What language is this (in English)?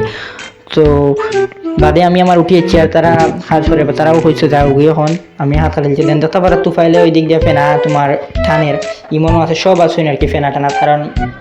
Sylheti